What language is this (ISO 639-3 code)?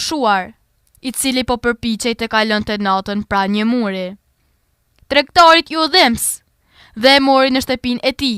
sqi